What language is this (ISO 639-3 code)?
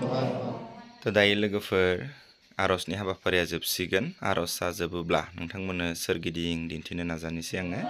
brx